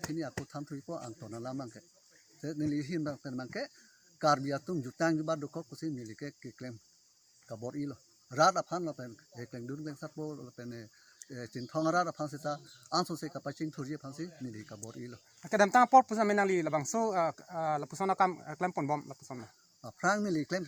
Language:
Karbi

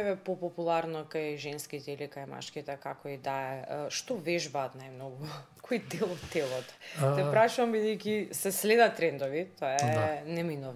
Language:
Macedonian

